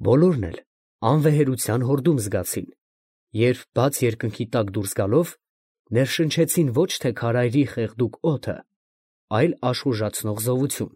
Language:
Armenian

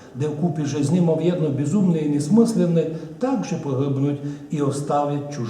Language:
Rusyn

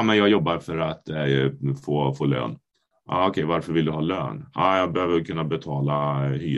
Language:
Swedish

